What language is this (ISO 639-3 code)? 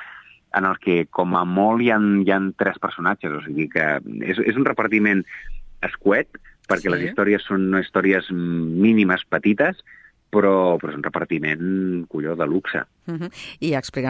cat